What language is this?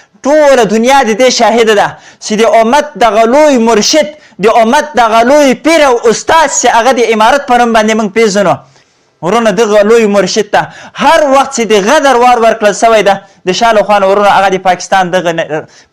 Pashto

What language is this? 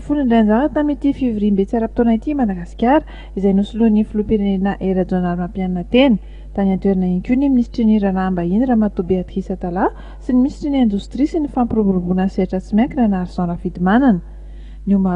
Malagasy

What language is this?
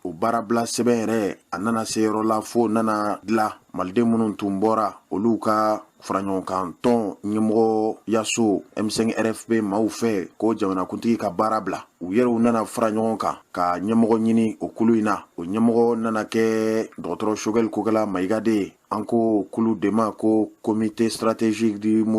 Bambara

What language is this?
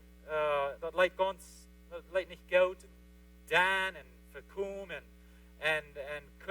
Plautdietsch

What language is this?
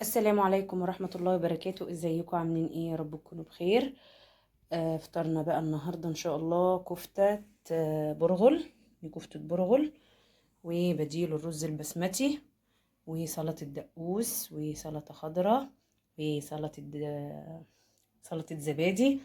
Egyptian Arabic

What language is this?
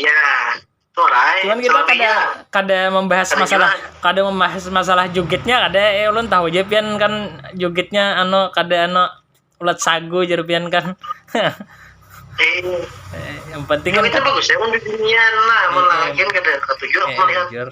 Banjar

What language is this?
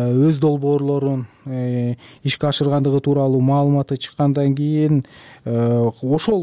Kyrgyz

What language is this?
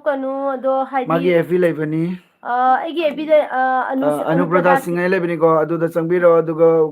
Manipuri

